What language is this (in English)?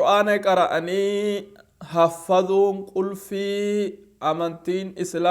Oromo